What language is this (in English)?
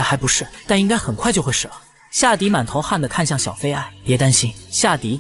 Chinese